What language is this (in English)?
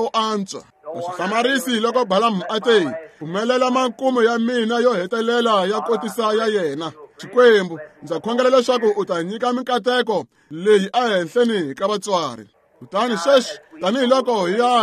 Tsonga